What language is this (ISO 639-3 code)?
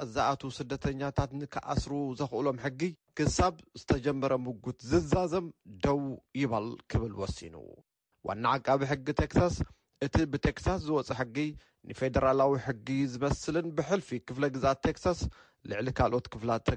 tir